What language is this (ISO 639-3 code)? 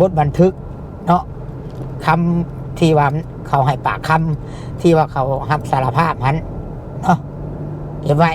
lao